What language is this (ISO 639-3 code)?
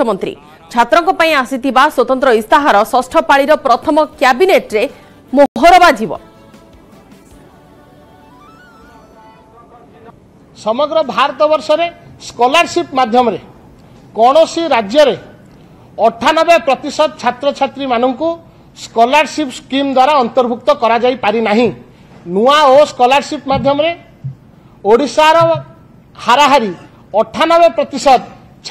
ori